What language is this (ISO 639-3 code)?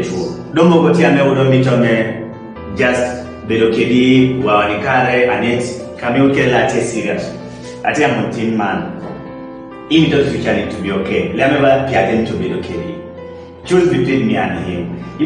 kdi